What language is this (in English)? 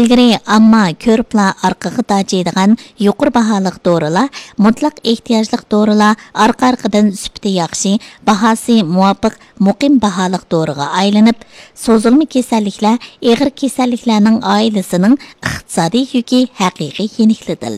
Uyghur